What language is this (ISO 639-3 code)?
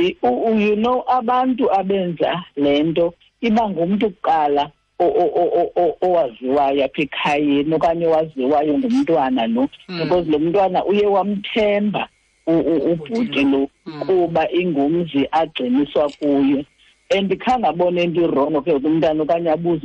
xho